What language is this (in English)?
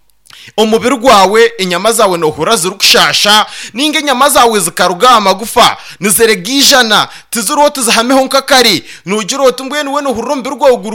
Nyankole